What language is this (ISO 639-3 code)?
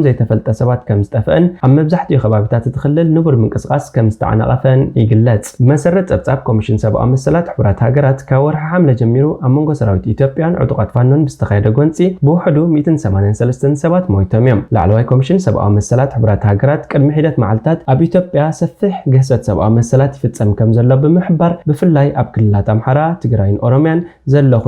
tir